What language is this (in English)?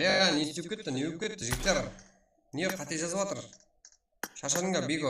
Kara-Kalpak